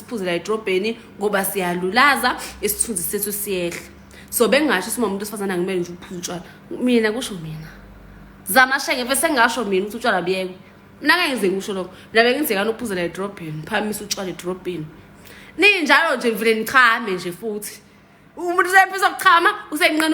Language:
Zulu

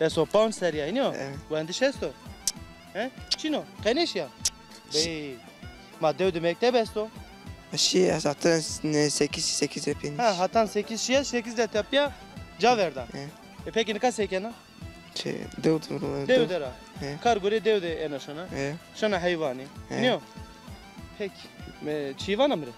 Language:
Zaza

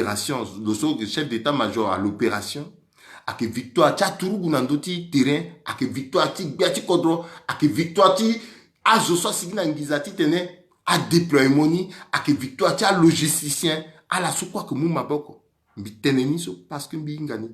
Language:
Sango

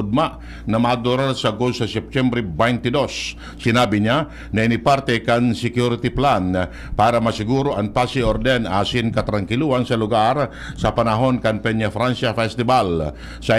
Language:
Bikol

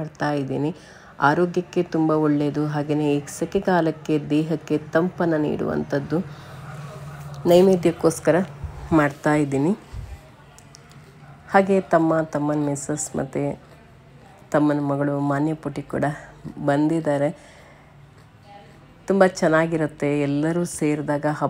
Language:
Kannada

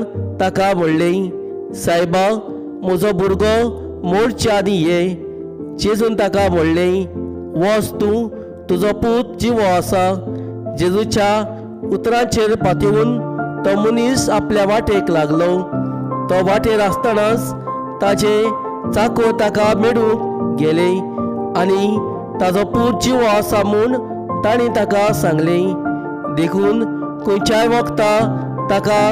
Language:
Konkani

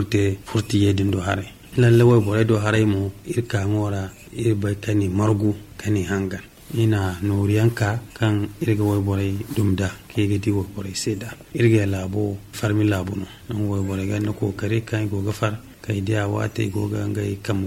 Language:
Zarma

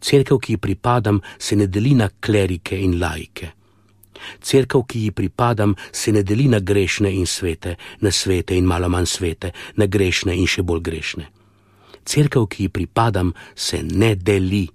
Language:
Slovenian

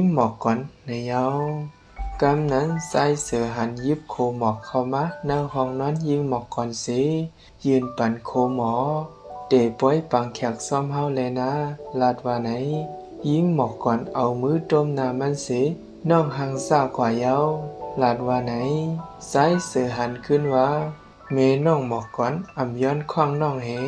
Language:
Shan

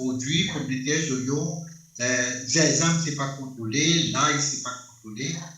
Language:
Morisyen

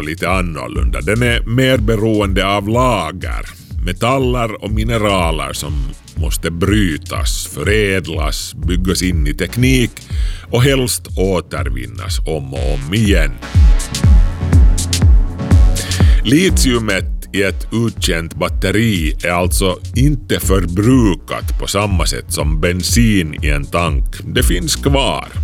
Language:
Swedish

